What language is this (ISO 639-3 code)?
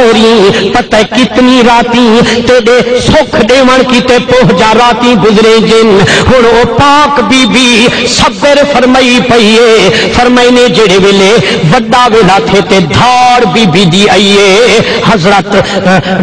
skr